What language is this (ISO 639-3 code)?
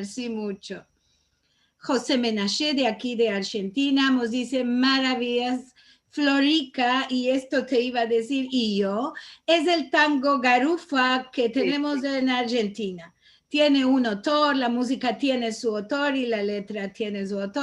lad